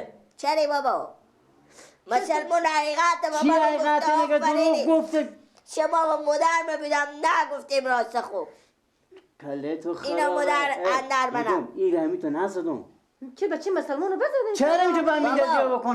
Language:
Persian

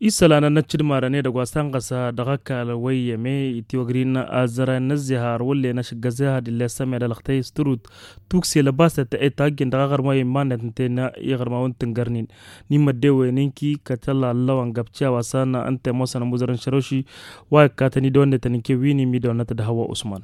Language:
Tamasheq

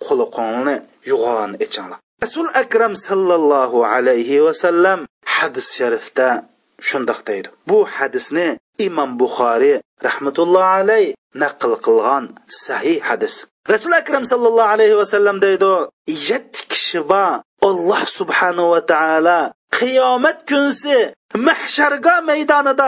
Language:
Uyghur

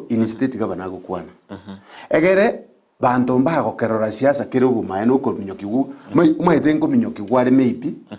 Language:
Gusii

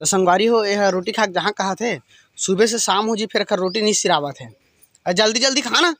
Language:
Chhattisgarhi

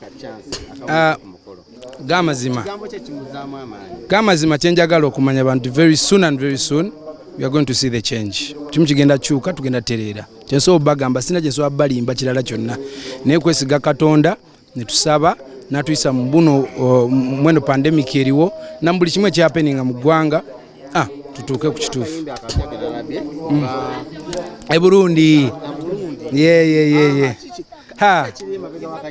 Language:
Ganda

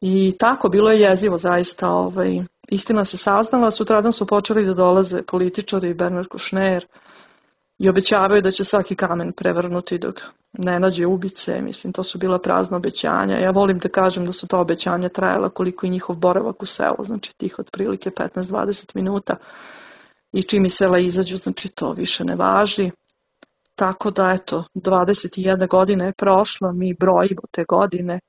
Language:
Serbian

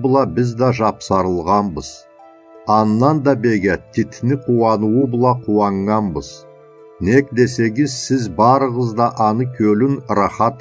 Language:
Karachay-Balkar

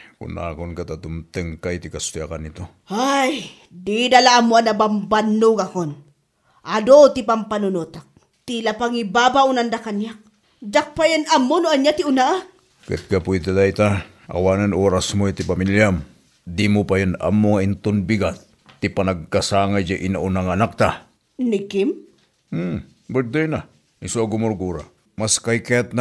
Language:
Iloko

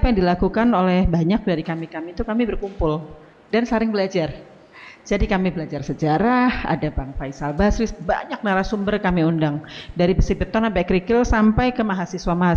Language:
Indonesian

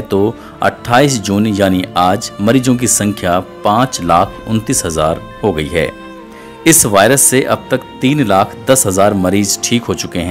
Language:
Hindi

